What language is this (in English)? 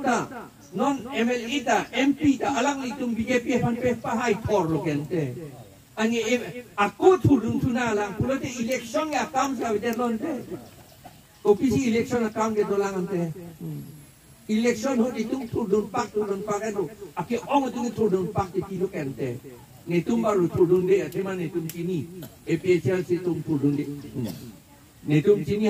Karbi